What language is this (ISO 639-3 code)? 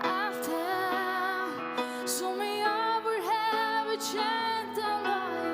fao